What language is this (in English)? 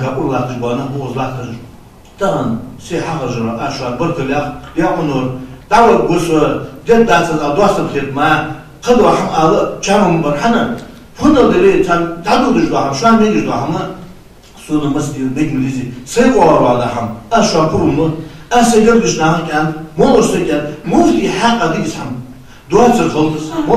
Ingush